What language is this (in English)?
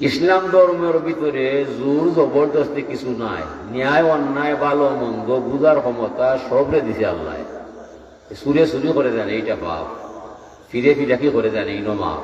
Sylheti